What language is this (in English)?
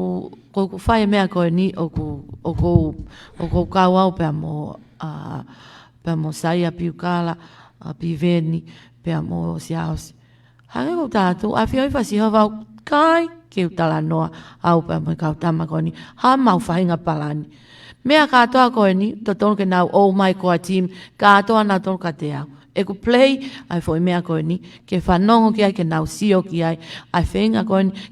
Tongan